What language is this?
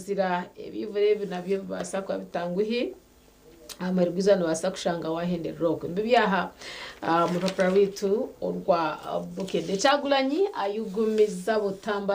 Nyankole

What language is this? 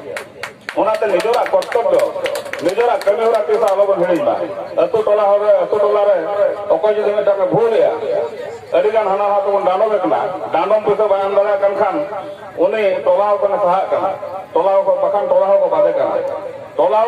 Santali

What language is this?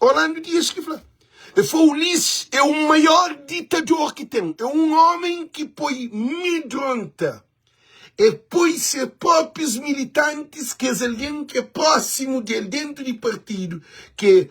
Kabuverdianu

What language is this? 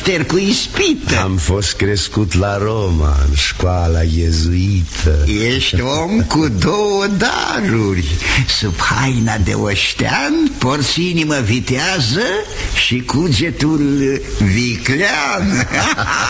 Romanian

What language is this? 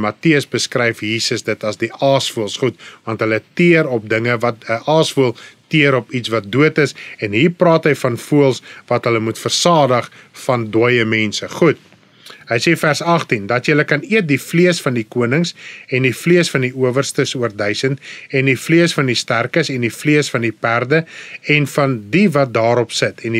Afrikaans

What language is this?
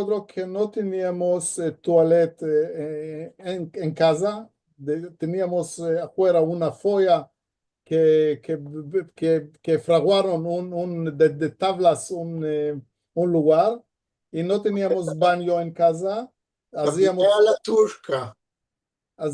Ladino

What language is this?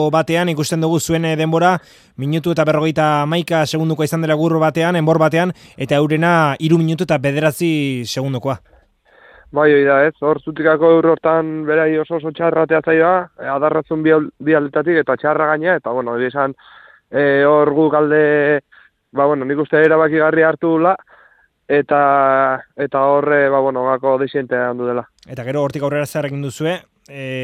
Basque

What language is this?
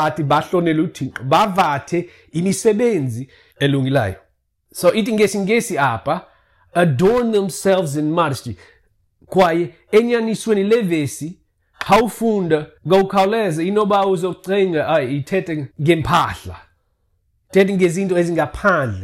Xhosa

